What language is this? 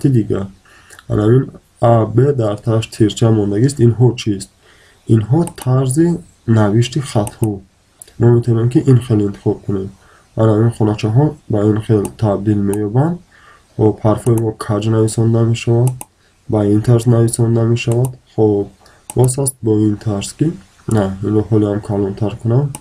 Tajik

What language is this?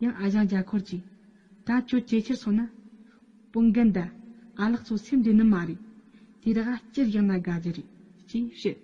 Tibetan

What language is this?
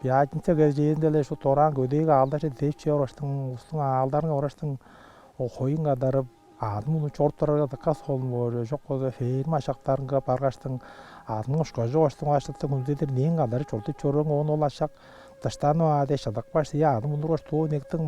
Tuvinian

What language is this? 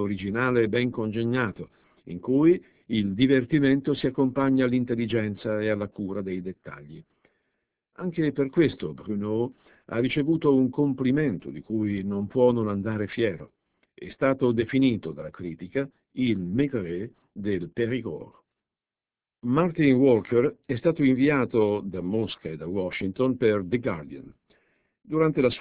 Italian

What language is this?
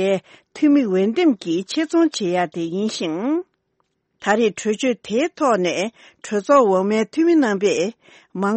Tibetan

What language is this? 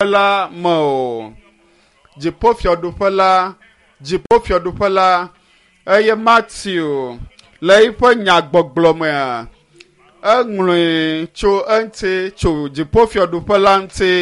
Ewe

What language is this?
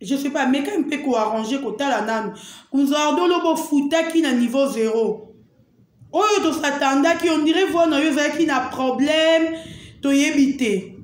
Lingala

